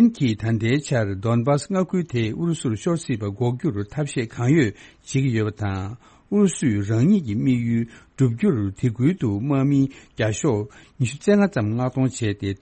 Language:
Tibetan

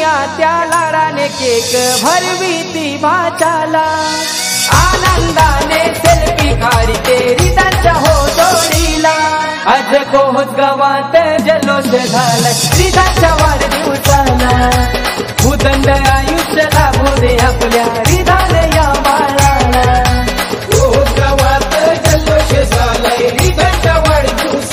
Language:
Marathi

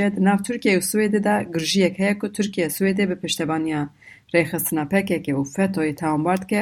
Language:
Kurdish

